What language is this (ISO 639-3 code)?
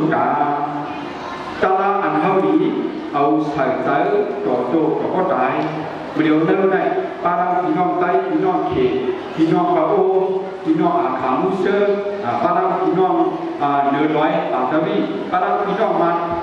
shn